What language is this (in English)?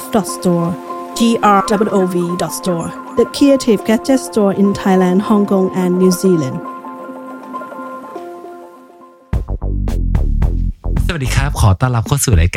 Thai